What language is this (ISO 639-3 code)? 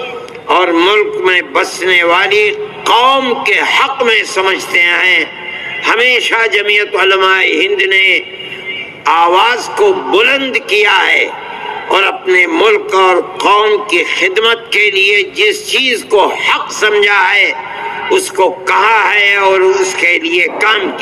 urd